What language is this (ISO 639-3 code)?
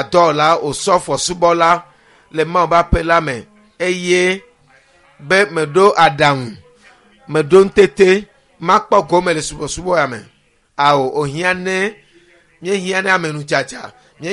ewe